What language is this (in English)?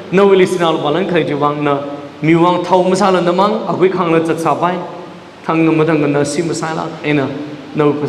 Tangkhul Naga (India)